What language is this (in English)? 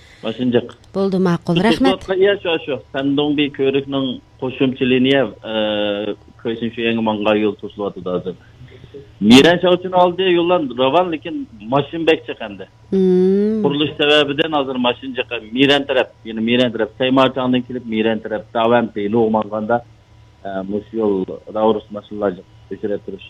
Uyghur